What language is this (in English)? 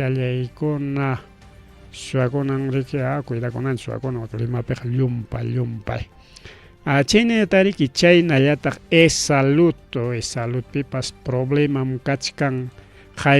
Ayacucho Quechua